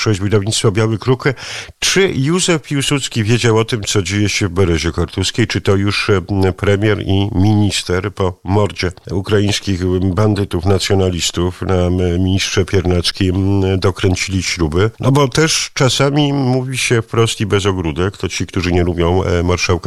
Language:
Polish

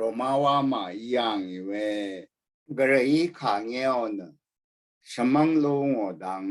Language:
Rawang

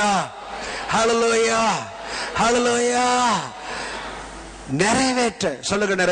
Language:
Tamil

